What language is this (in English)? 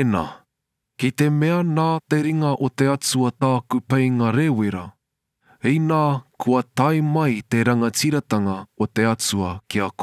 Māori